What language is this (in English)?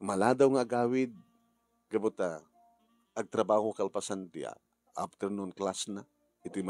Iloko